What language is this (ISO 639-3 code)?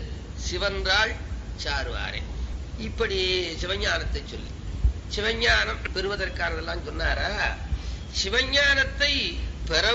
tam